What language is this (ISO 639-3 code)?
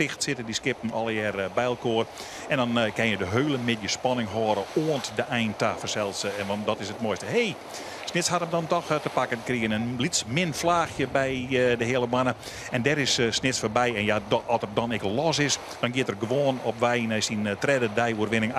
fry